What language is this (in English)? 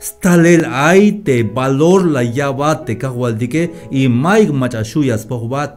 Tzeltal